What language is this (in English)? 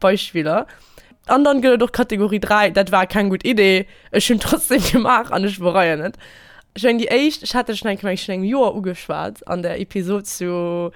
Luxembourgish